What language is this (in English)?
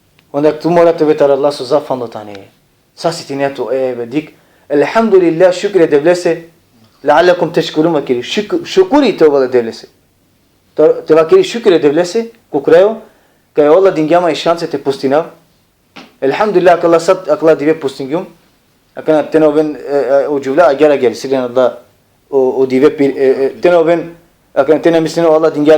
Balkan Romani